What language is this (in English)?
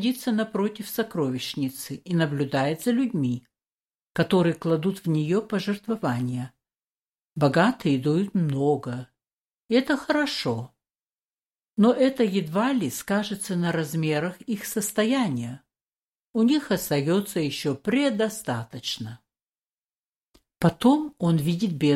Russian